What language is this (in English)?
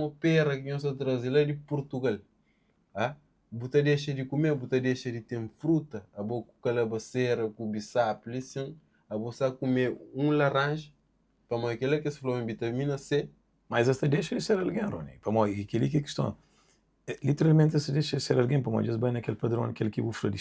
Kabuverdianu